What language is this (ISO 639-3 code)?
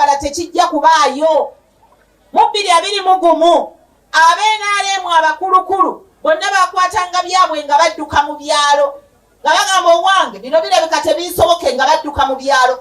lug